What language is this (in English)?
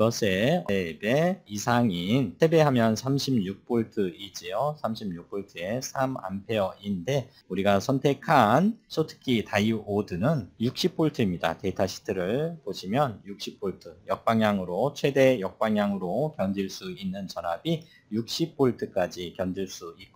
Korean